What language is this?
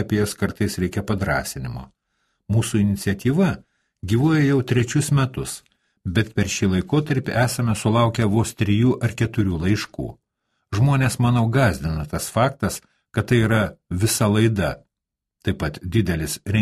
Lithuanian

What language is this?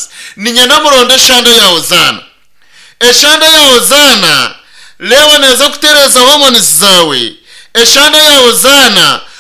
Nyankole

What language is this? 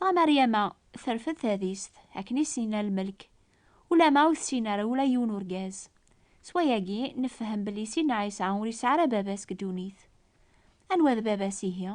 Kabyle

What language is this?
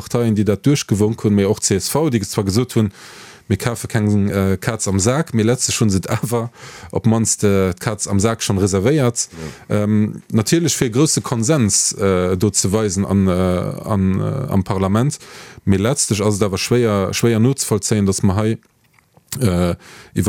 Luxembourgish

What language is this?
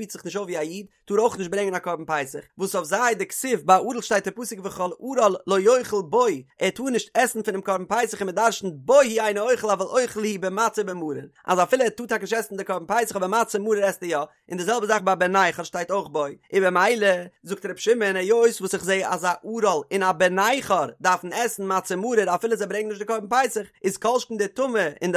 Yiddish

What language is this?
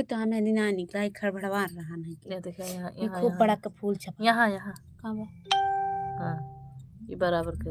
Awadhi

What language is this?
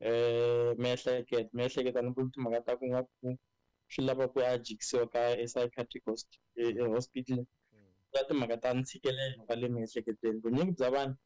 Tsonga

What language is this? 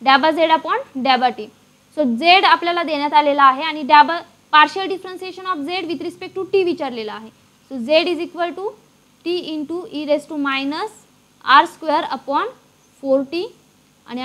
Marathi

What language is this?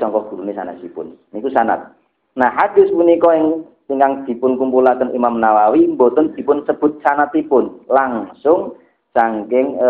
Javanese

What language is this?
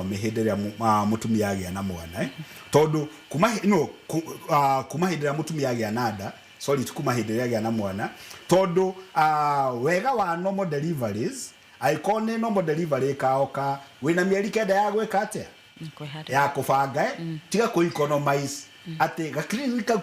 Kikuyu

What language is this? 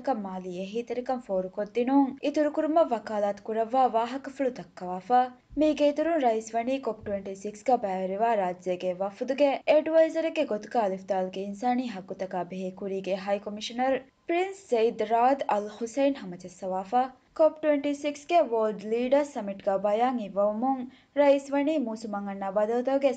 Divehi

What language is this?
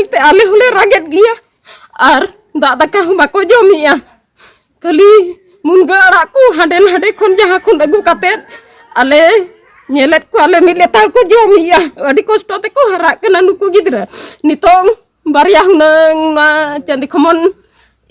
Santali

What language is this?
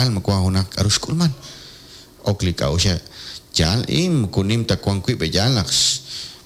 Kekchí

